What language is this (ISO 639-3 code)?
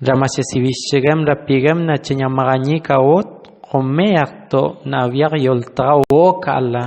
tob